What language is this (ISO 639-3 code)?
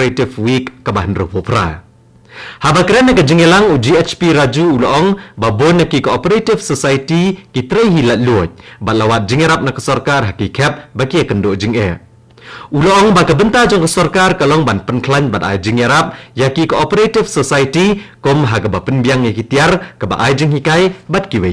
kha